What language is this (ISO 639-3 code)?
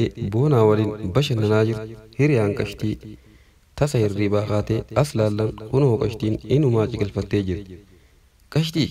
orm